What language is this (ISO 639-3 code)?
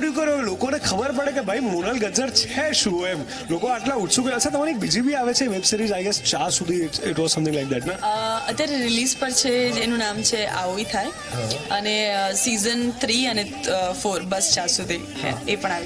guj